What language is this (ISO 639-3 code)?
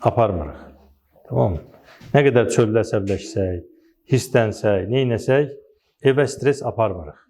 aze